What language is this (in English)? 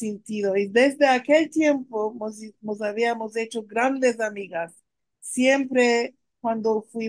Ladino